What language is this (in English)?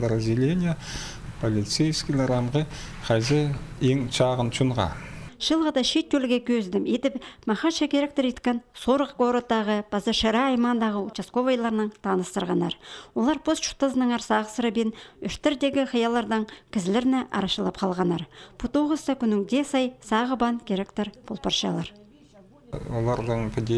Khakas